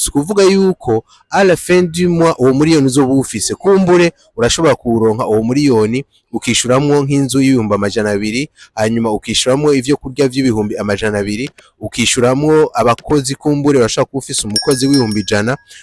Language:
Rundi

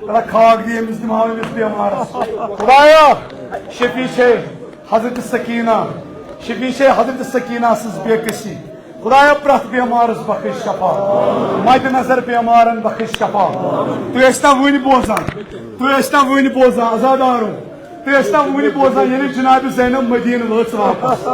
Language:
Kashmiri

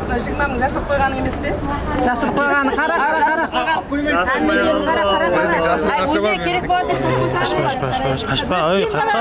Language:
Kara-Kalpak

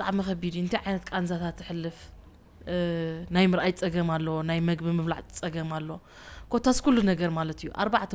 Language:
Tigrinya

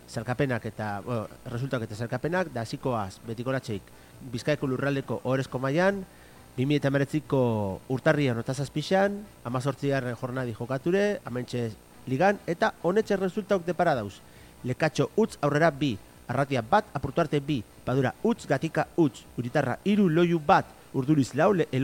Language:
Basque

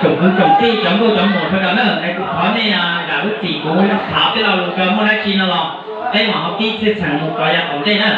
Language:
Hmong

